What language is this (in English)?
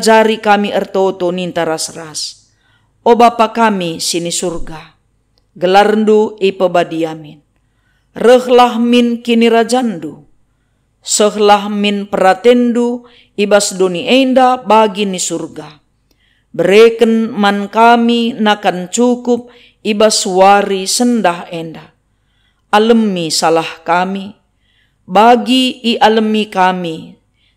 Batak Karo